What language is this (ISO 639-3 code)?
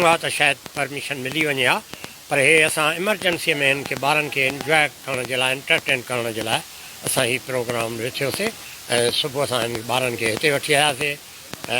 snd